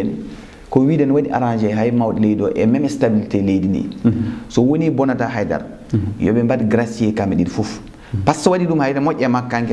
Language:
Fula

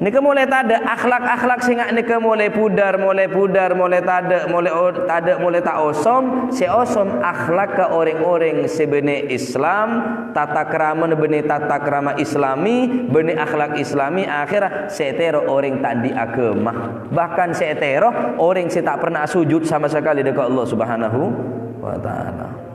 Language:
Madurese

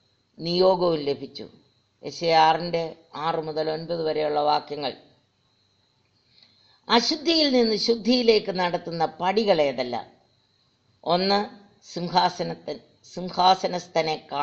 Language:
Malayalam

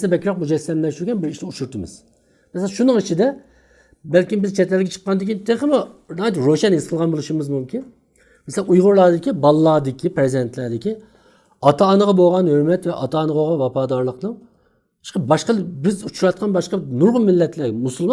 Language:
Uyghur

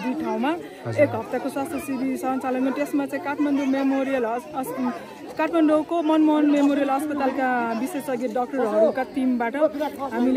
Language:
Nepali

